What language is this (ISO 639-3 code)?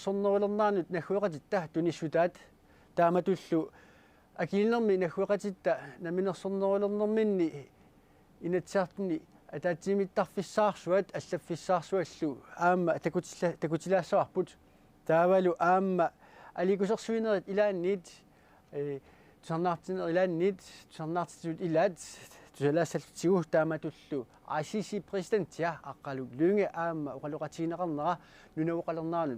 kal